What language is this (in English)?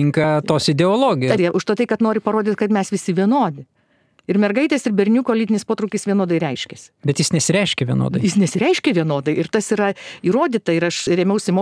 Lithuanian